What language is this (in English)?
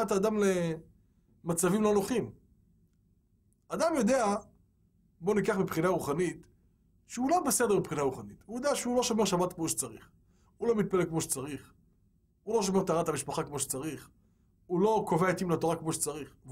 Hebrew